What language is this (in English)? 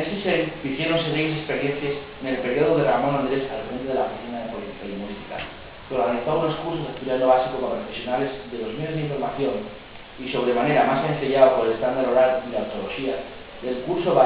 Asturian